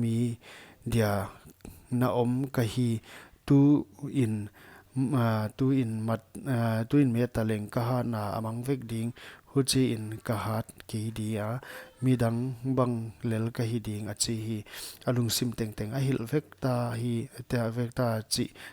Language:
Paite Chin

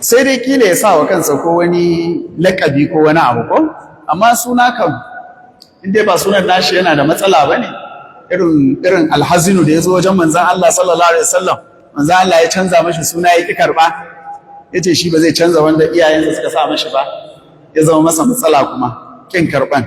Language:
Hausa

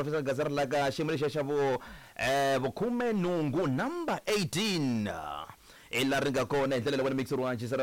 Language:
Tsonga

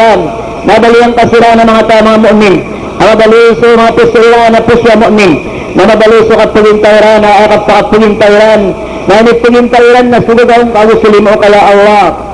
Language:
Maranao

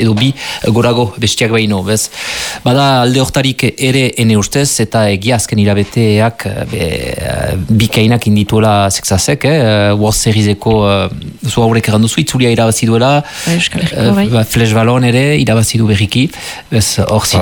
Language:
Basque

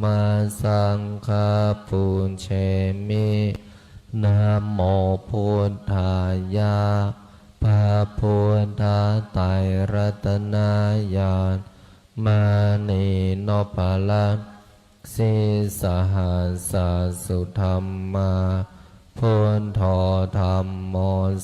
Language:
Pali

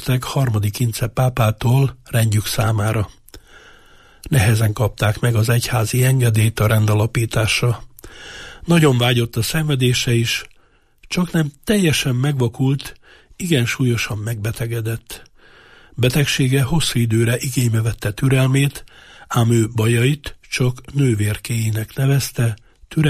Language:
Hungarian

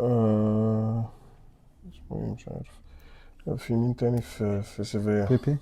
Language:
Egyptian Arabic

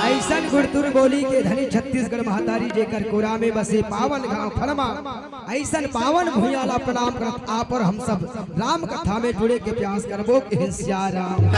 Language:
Chhattisgarhi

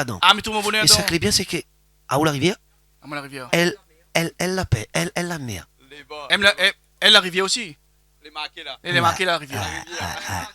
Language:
Réunion Creole French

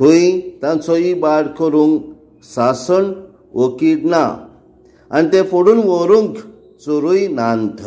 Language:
Konkani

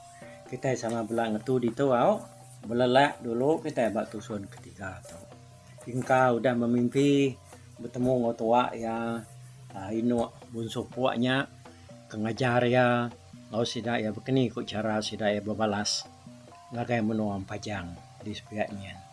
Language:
Iban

